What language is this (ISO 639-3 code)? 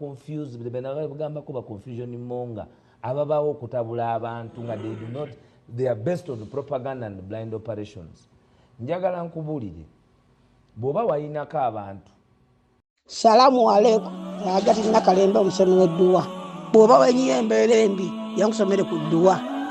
lug